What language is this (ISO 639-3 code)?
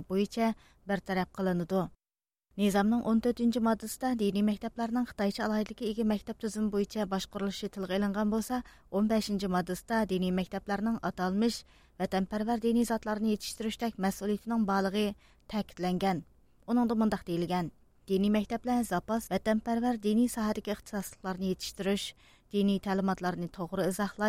uig